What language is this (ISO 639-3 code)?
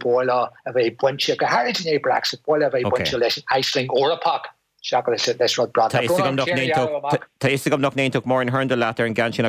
gle